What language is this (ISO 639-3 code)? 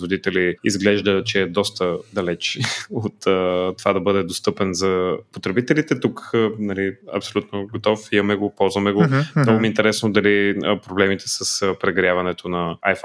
bul